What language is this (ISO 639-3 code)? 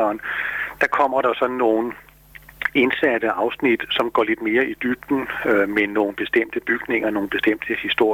dan